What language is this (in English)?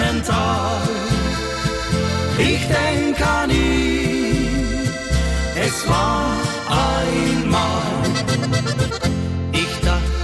German